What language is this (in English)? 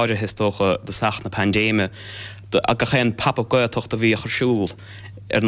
Irish